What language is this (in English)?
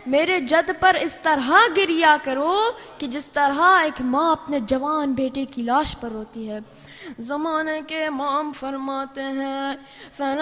Urdu